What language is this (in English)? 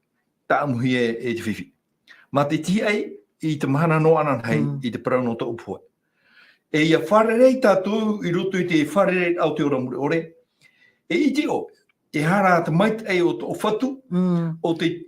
Tahitian